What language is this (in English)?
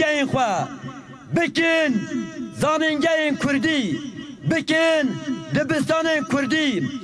Kurdish